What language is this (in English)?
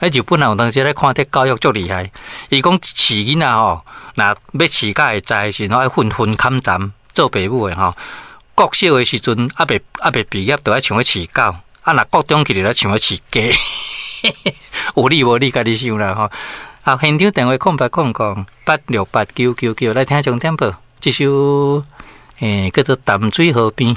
Min Nan Chinese